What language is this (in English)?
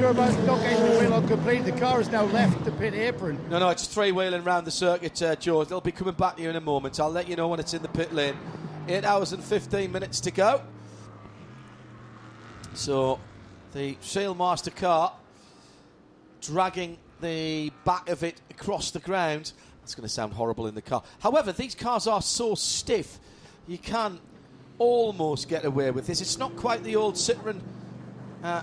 English